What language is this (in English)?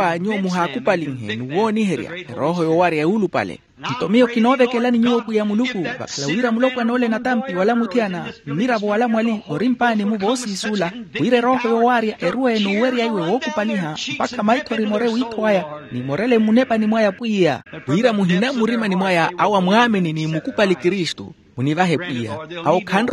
Makhuwa